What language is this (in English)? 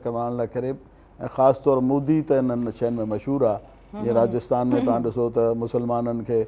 Sindhi